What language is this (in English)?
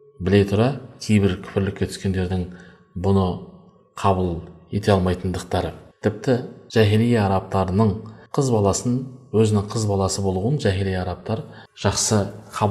Kazakh